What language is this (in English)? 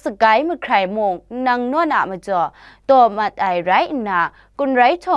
Kachin